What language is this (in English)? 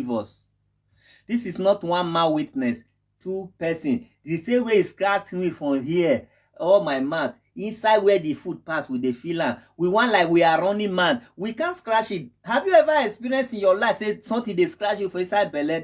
Nigerian Pidgin